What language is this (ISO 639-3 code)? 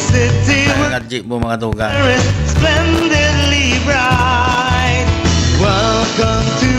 bik